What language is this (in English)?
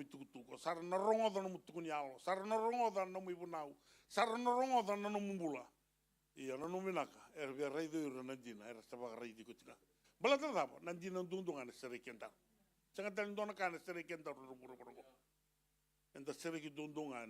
Fijian